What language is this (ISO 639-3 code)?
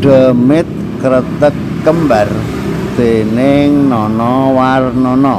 jav